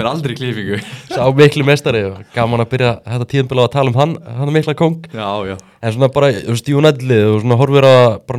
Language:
Icelandic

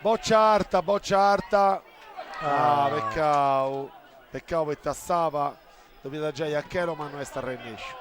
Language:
Sardinian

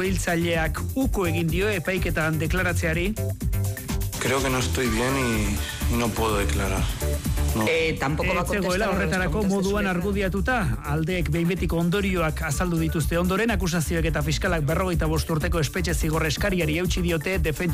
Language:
Basque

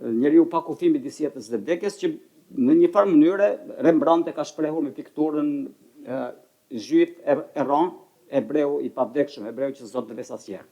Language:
Albanian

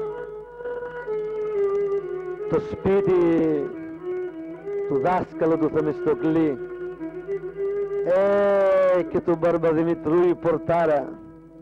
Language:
Greek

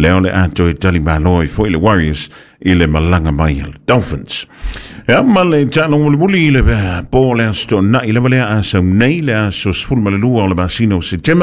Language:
Samoan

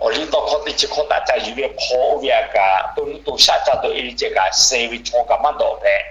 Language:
Lahu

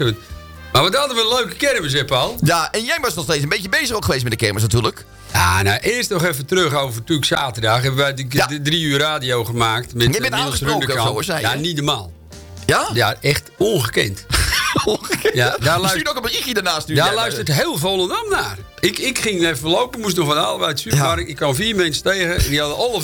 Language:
Dutch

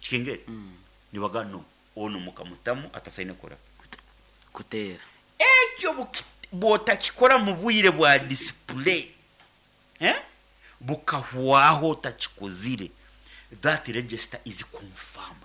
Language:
Nyoro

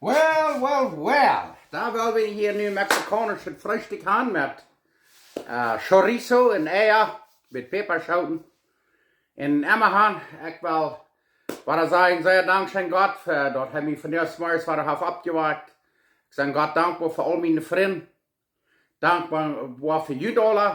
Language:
Plautdietsch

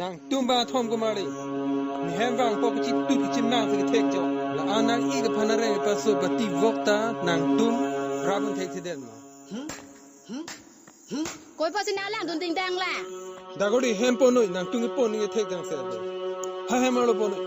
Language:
Karbi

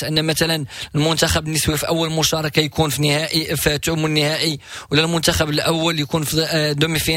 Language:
Moroccan Arabic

